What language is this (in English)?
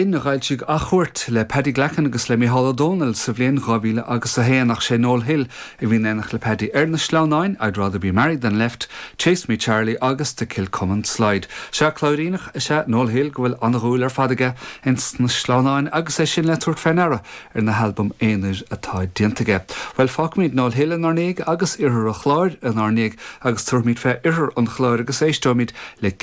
Irish